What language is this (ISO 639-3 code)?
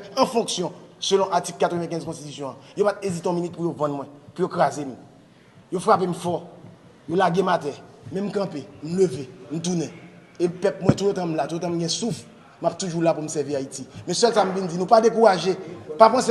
hat